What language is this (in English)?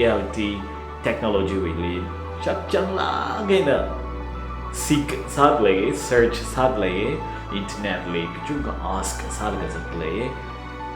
Tangkhul Naga (India)